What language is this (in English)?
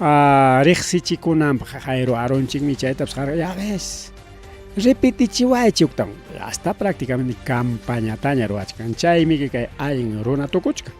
Ayacucho Quechua